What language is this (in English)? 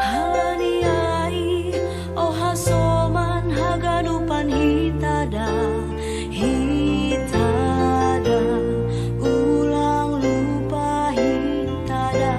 Batak Simalungun